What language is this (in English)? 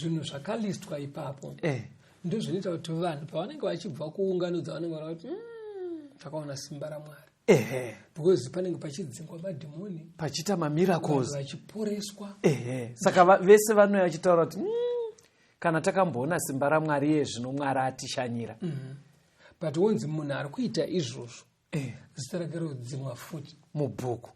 Shona